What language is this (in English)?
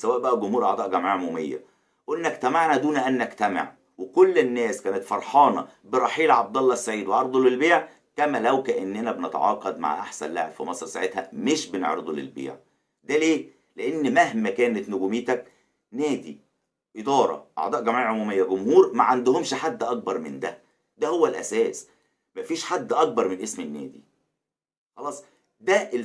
Egyptian Arabic